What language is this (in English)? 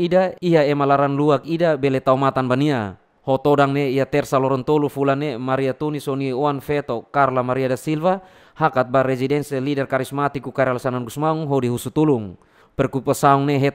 Tetum